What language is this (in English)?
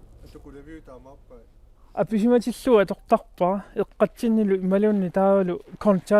Kalaallisut